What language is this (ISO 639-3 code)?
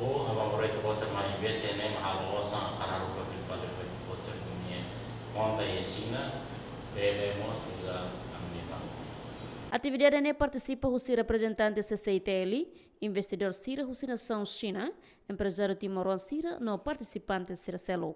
tet